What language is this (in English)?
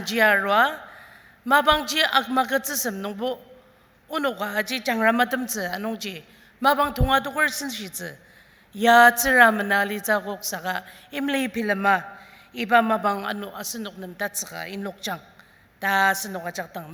Ao Naga